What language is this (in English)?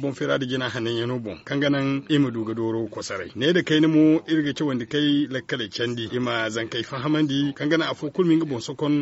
Zarma